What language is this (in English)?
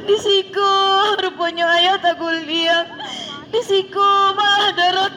Minangkabau